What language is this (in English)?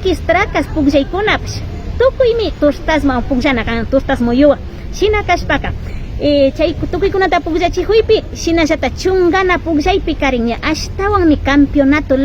Imbabura Highland Quichua